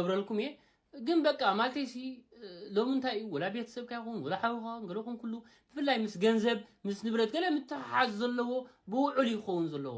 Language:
Tigrinya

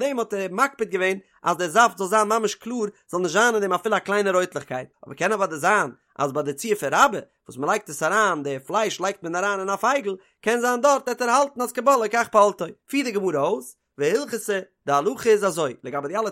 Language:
Yiddish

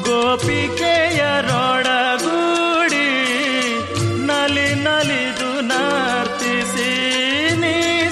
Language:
Kannada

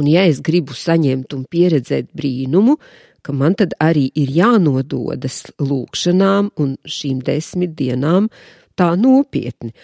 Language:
Latvian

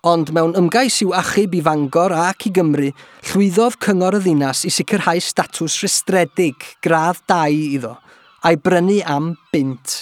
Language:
Welsh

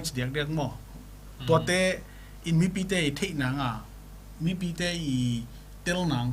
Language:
Tedim Chin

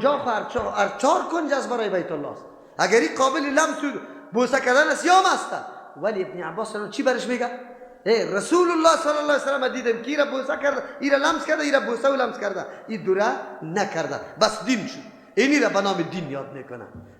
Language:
Persian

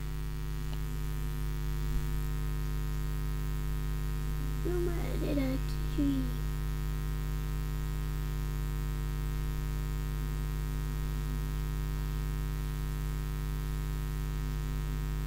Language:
Malay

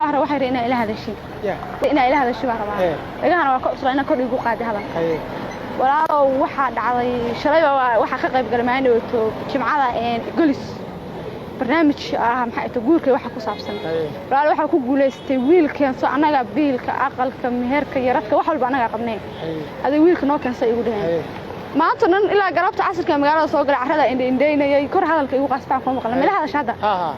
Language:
Somali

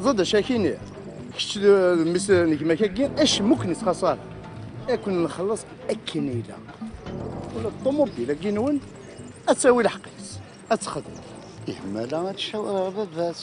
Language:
Kabyle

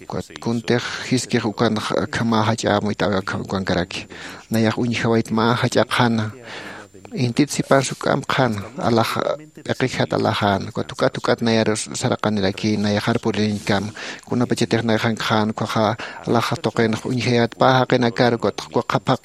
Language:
Aymara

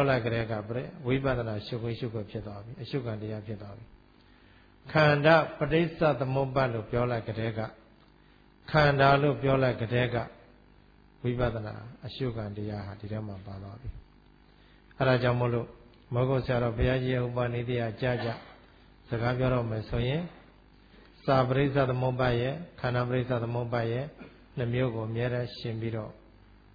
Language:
Burmese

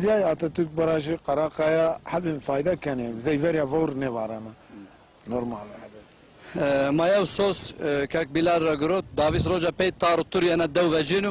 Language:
Zaza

